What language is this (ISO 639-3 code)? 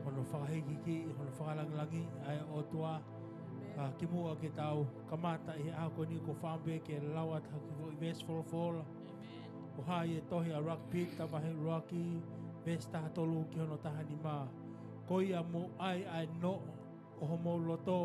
ton